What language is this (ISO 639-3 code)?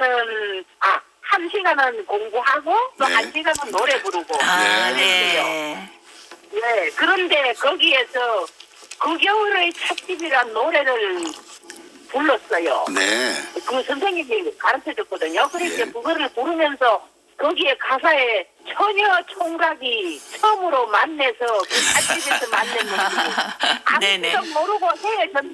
kor